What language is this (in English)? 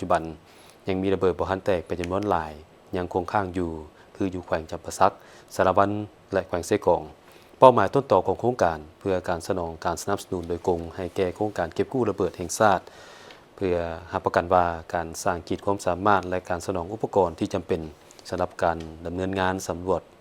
Lao